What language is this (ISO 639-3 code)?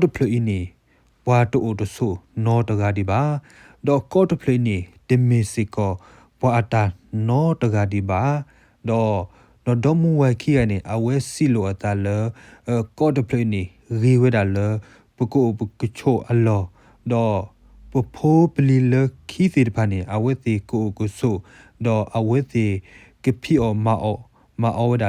ksw